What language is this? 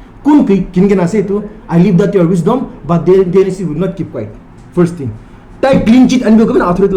Naga Pidgin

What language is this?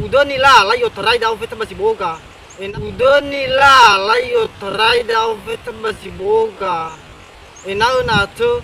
Nias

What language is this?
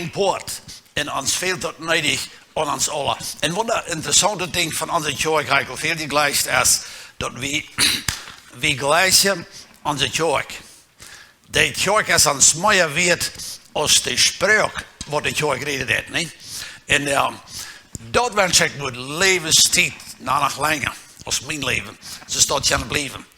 Plautdietsch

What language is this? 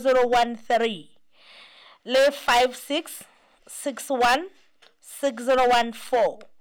Southern Sotho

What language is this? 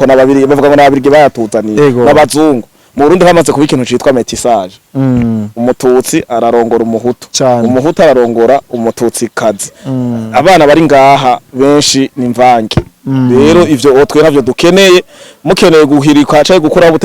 Rundi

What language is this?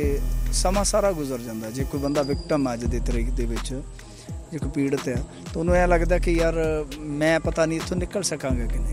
Punjabi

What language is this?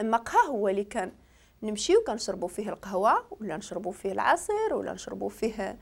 Moroccan Arabic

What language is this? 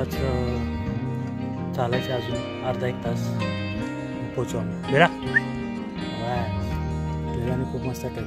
Marathi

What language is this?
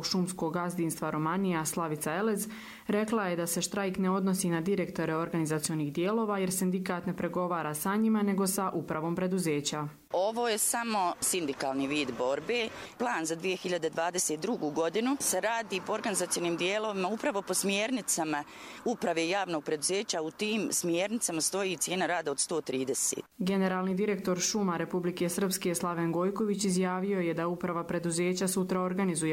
Croatian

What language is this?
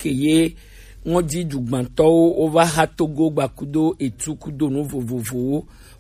Gen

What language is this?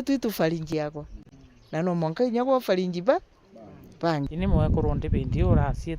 Meru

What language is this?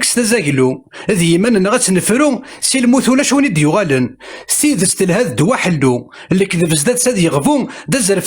Kabyle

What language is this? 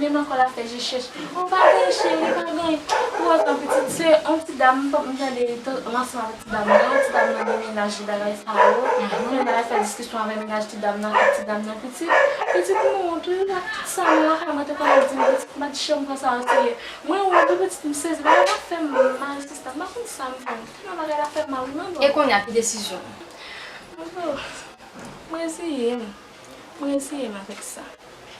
Haitian Creole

